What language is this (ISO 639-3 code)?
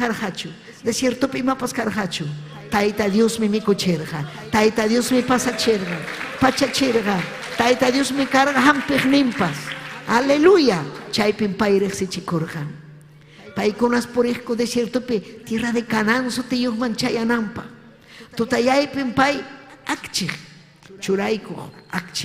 quy